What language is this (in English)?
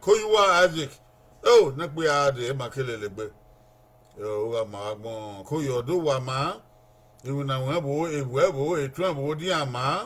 Bini